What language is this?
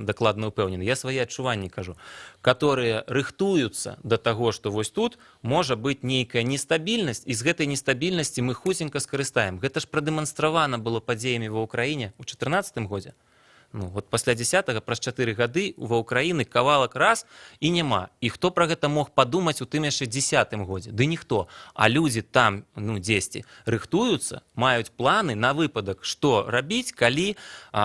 Belarusian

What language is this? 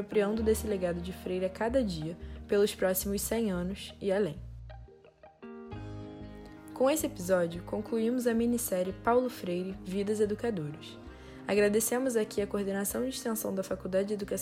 Portuguese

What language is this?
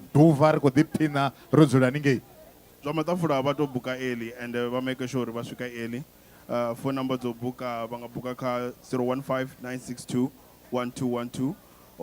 Venda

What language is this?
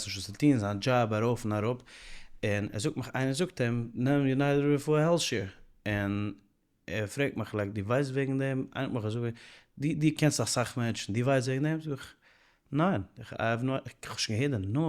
Yiddish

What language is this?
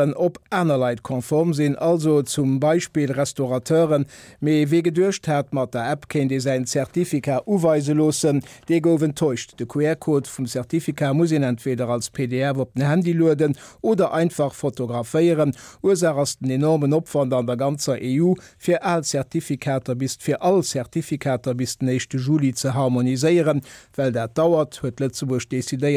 Luxembourgish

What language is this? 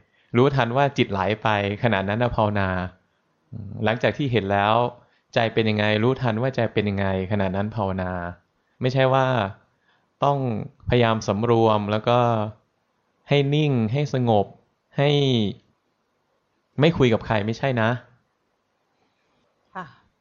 Thai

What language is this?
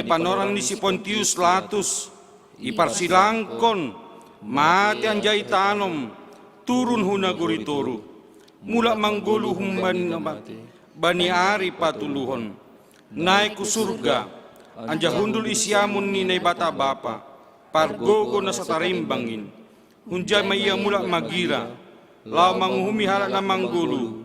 Batak Simalungun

